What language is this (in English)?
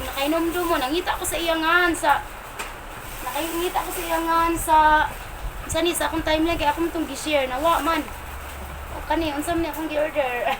Cebuano